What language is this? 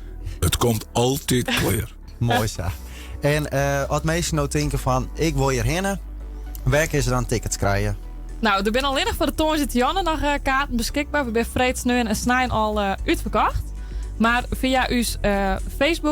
Western Frisian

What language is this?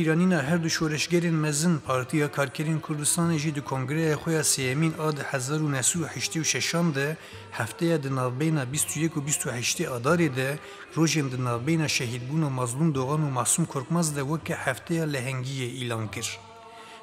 Kurdish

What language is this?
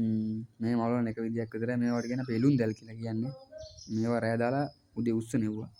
Sinhala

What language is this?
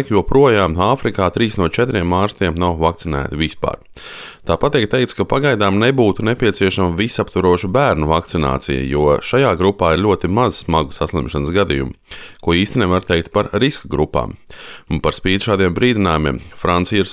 Latvian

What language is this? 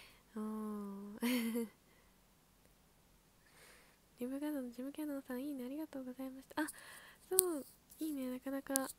Japanese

